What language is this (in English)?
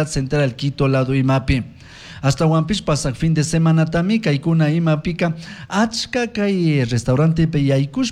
Chimborazo Highland Quichua